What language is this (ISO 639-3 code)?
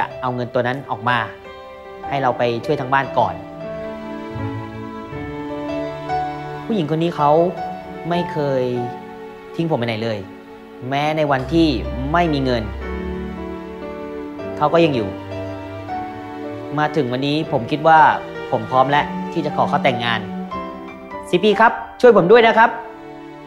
tha